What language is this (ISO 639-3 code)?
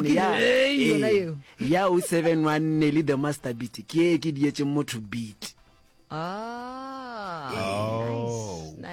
nso